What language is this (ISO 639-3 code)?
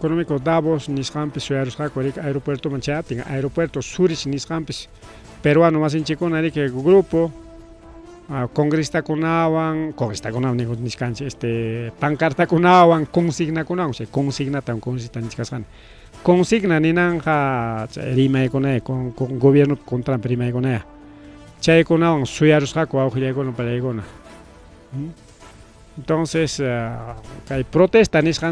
quy